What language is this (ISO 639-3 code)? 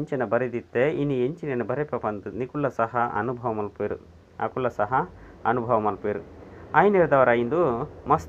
tcy